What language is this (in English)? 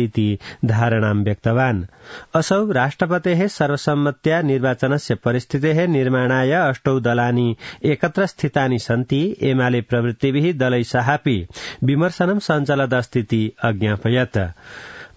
Sanskrit